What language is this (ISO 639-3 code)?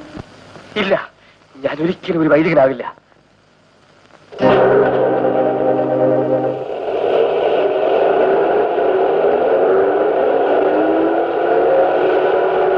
mal